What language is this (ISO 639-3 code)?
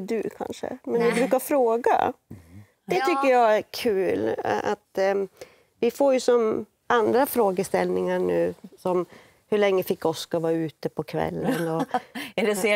swe